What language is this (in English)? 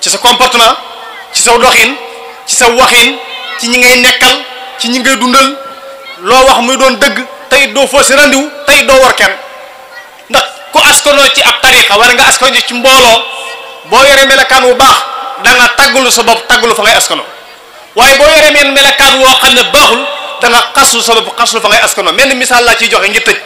Wolof